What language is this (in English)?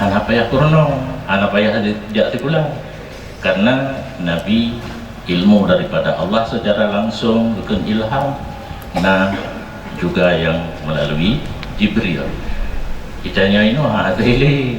Achinese